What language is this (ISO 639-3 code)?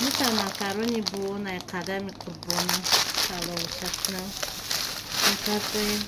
tgk